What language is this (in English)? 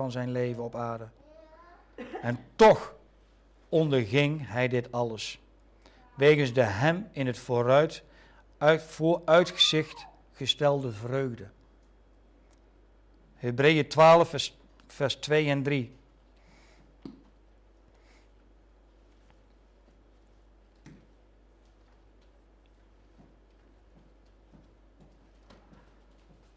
Dutch